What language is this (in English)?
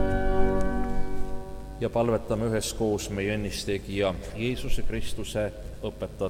Estonian